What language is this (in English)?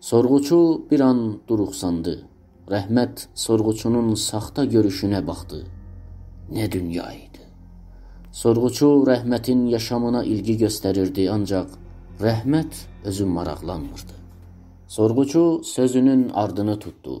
South Azerbaijani